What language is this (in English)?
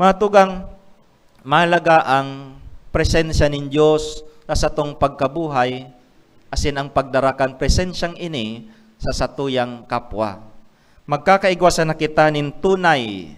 Bikol